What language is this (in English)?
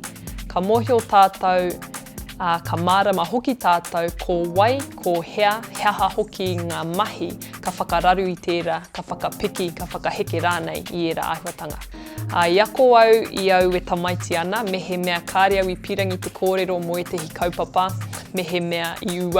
Māori